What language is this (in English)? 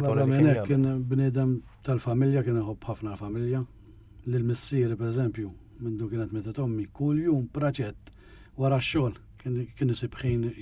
Maltese